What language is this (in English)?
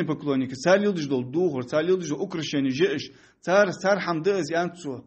Ingush